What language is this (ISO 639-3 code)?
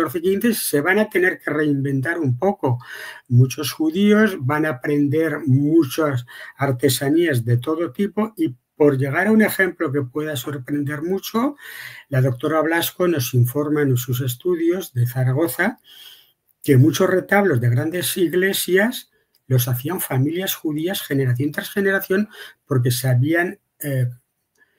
lad